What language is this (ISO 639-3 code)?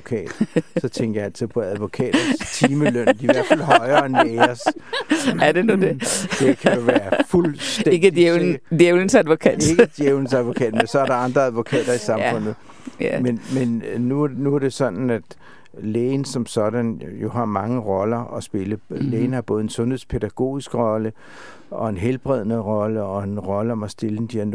dan